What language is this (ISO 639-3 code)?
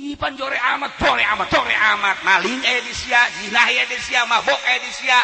sun